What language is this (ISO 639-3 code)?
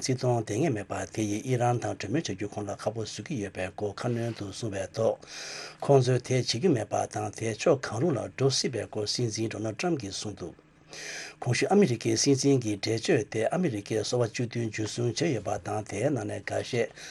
bod